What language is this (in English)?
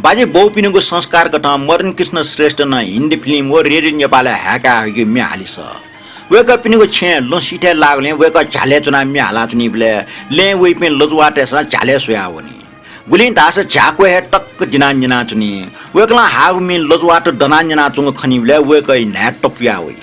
Newari